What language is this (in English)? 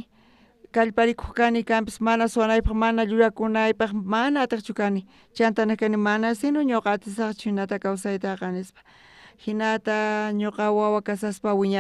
South Bolivian Quechua